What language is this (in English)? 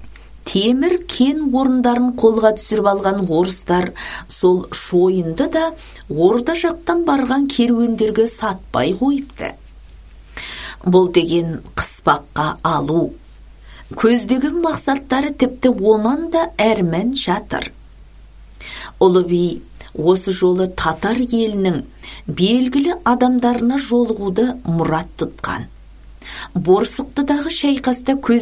Kazakh